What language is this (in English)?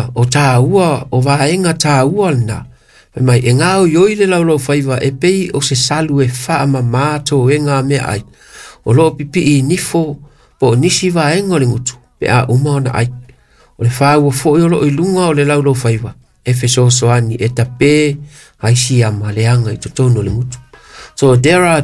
Samoan